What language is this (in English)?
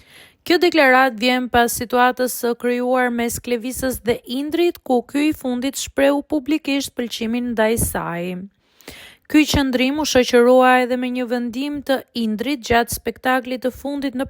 Albanian